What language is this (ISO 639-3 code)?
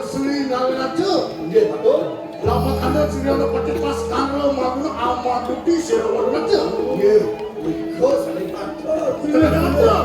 ban